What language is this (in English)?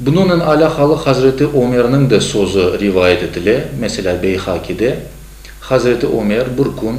Crimean Tatar